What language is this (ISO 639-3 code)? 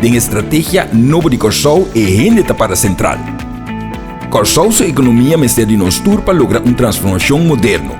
pap